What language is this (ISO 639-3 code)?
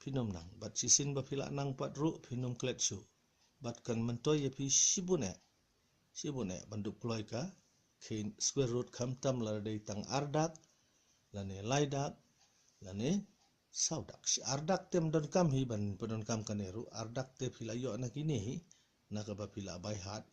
kha